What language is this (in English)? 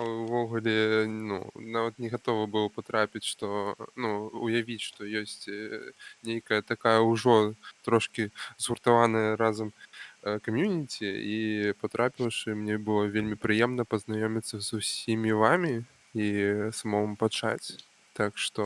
Belarusian